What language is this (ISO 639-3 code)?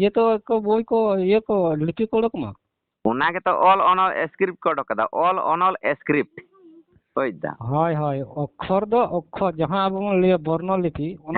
sat